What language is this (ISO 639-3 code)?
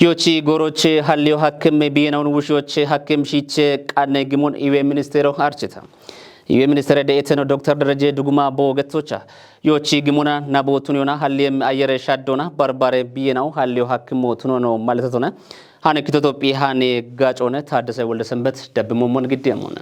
kbr